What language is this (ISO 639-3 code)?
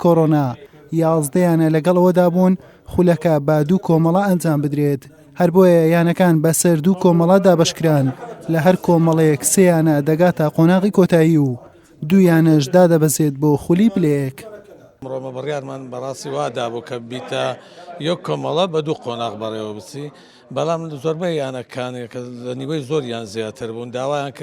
ckb